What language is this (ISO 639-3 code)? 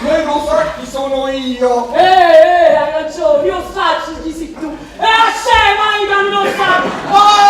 nap